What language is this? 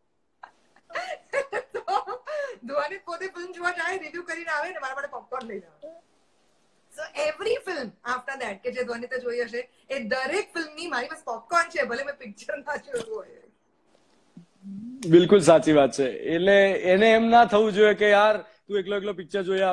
Gujarati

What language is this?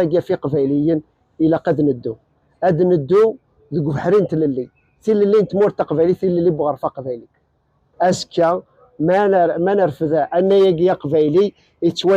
Kabyle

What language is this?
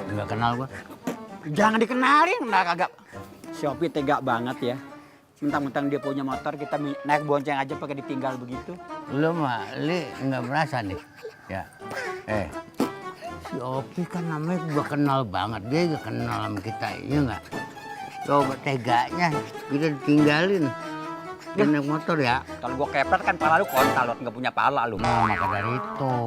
Betawi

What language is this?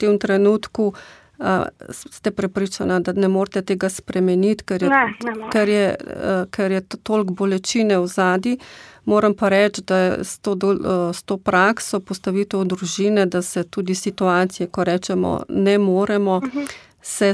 Slovenian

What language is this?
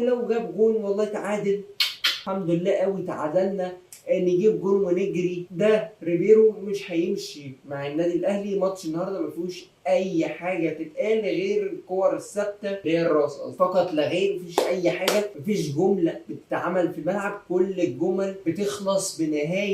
Egyptian Arabic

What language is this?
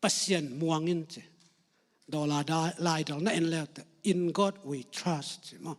Tedim Chin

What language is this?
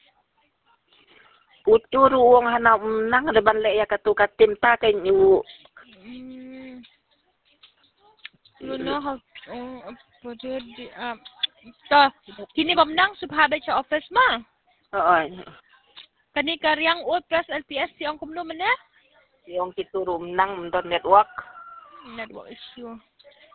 Khasi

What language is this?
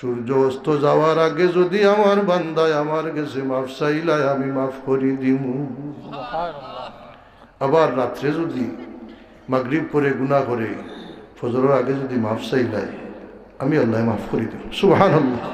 Sylheti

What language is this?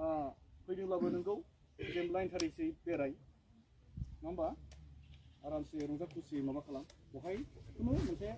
Bodo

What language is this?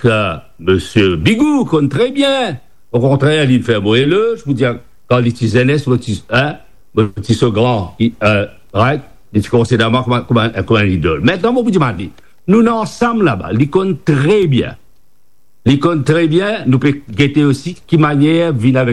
Morisyen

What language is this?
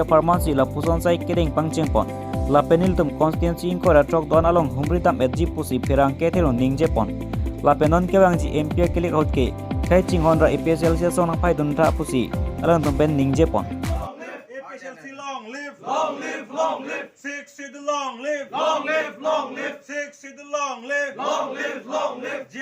Karbi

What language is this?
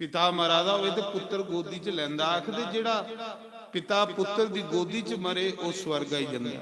Dogri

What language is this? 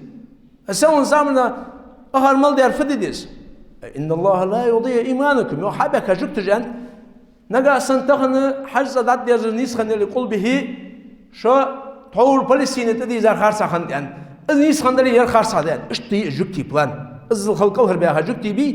Ingush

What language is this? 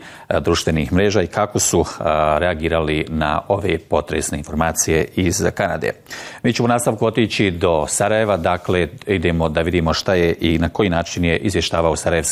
Bosnian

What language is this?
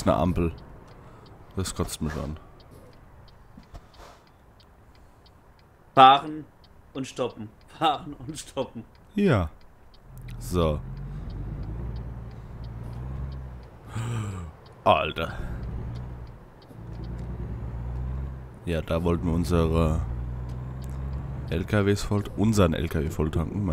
German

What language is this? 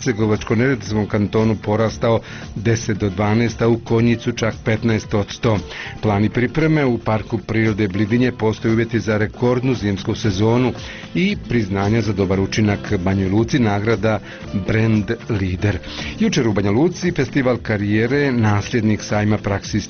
Bosnian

